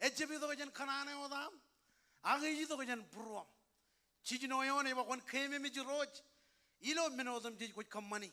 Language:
Marshallese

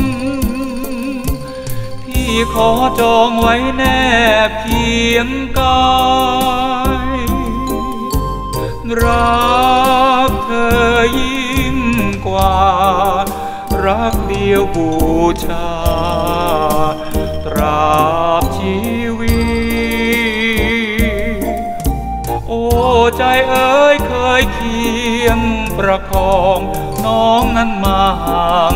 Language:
Thai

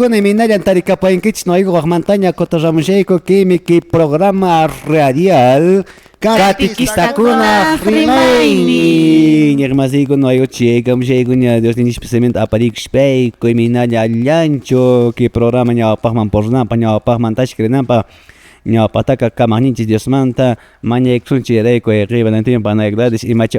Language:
Quechua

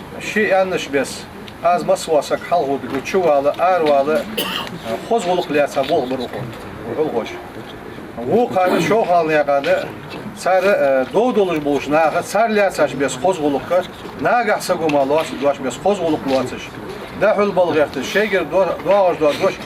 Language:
Ingush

